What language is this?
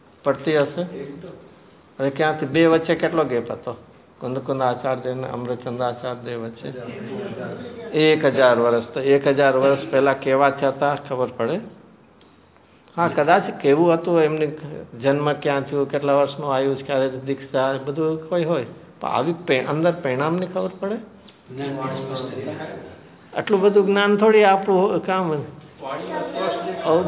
Gujarati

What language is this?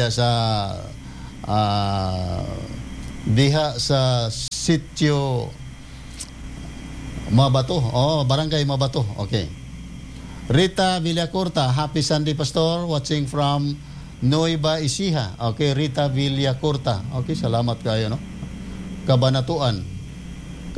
Cebuano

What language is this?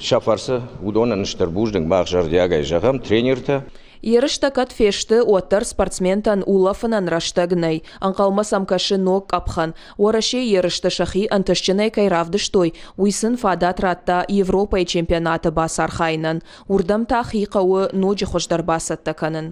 Ossetic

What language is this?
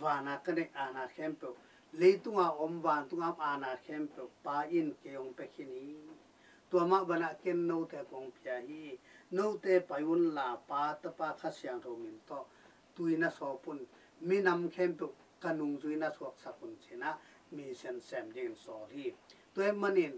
Tedim Chin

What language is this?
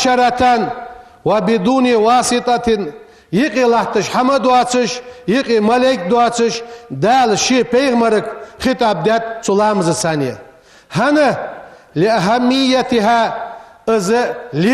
Ingush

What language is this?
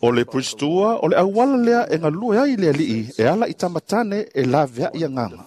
Samoan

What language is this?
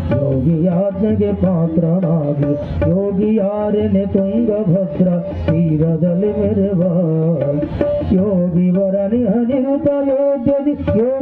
Kannada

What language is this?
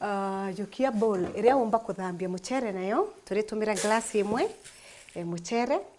Meru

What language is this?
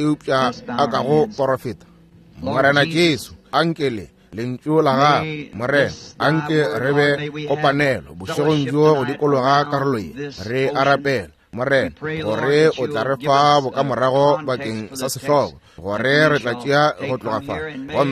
Northern Sotho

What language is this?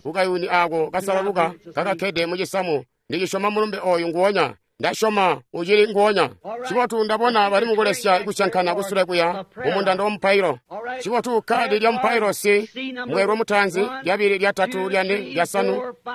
Tonga (Zambia)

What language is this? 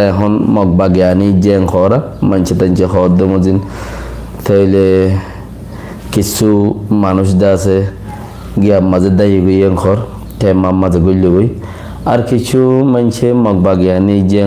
Rohingya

